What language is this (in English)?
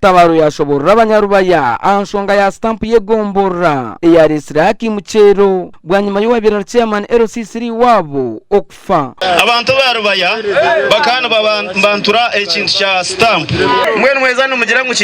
Nyankole